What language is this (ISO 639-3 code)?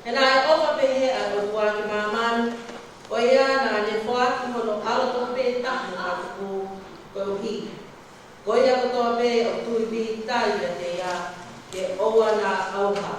ton